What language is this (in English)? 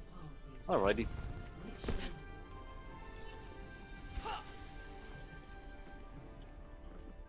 English